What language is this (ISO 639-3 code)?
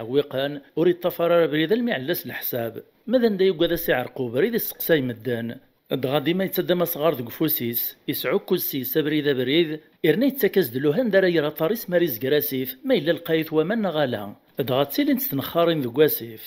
kab